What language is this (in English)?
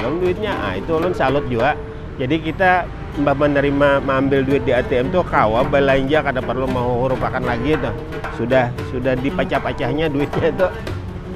Banjar